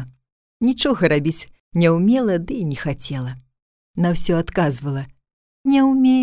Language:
Belarusian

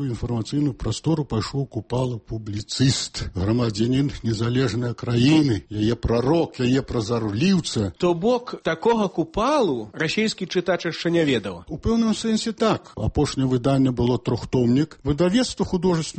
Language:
Belarusian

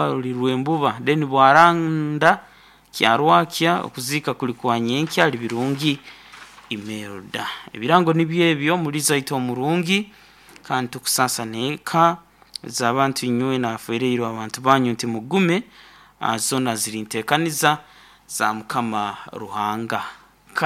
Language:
Nyankole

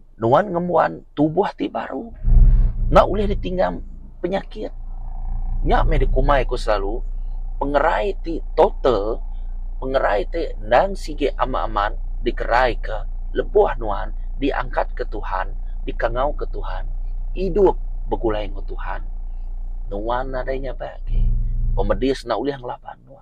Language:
Iban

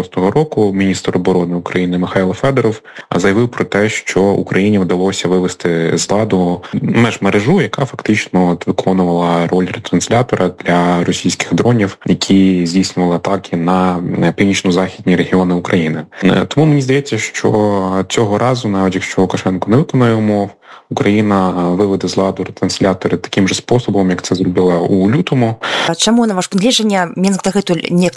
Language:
Ukrainian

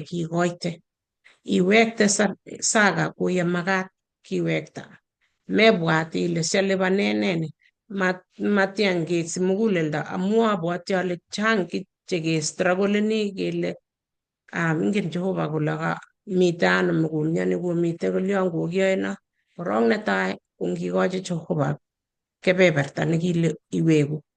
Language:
Kalenjin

